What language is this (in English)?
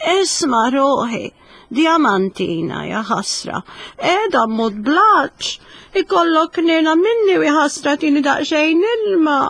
Maltese